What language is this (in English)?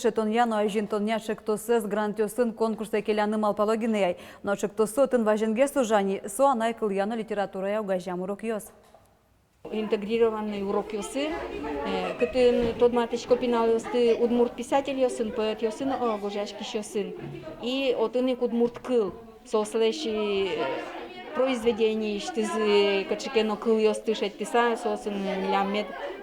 Udmurt